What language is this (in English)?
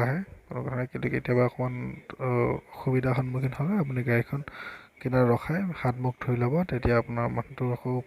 Assamese